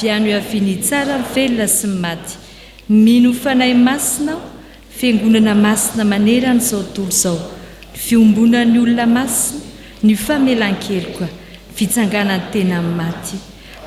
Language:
Malagasy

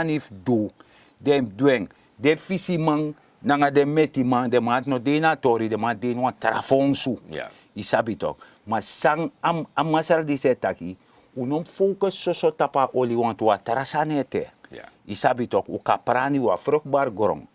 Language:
Sranan Tongo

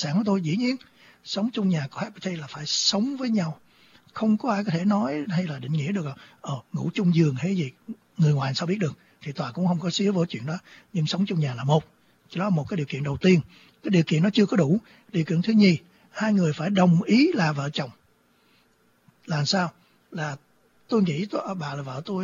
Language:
Vietnamese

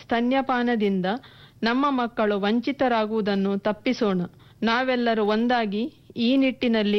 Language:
Kannada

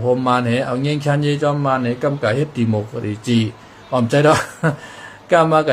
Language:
Shan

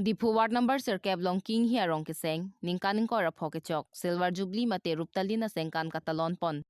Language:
Karbi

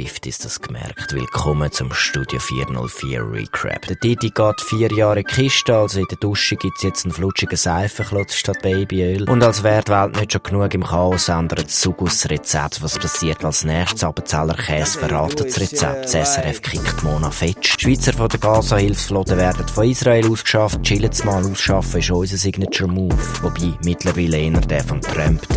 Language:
Swiss German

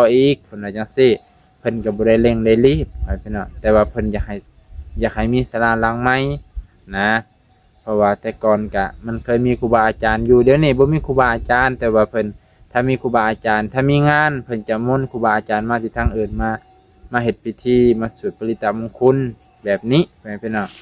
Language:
Lao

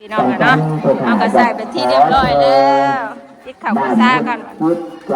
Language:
Northeastern Thai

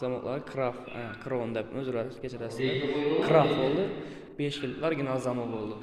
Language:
Uzbek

